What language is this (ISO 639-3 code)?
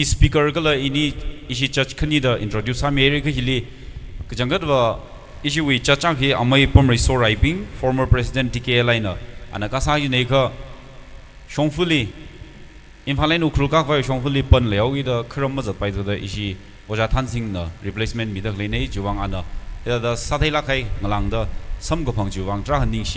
nmf